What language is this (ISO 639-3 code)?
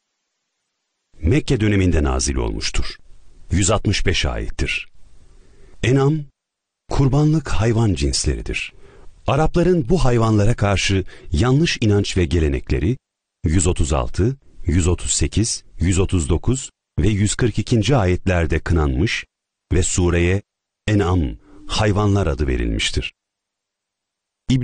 tur